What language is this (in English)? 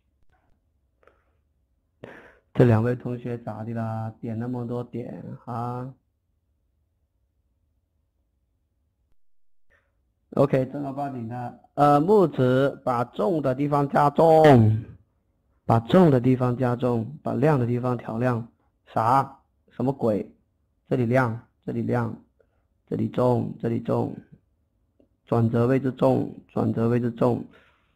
Chinese